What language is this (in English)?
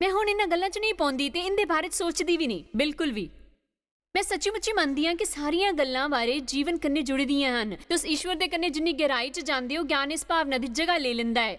Dogri